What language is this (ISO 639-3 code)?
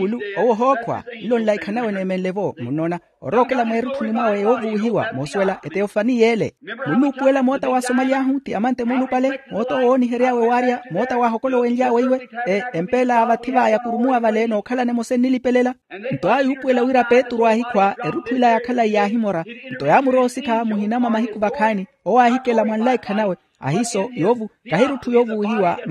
vmw